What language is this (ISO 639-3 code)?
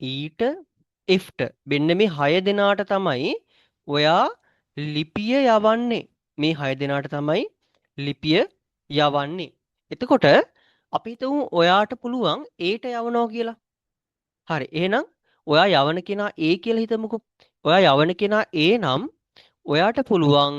sin